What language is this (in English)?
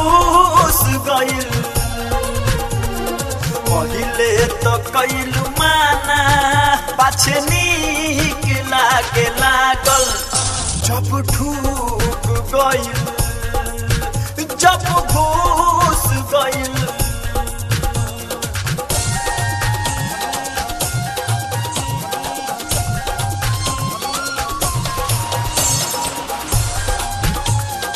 Bhojpuri